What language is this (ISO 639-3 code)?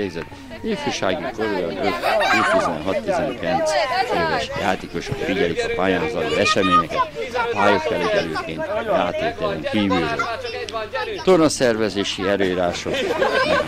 hun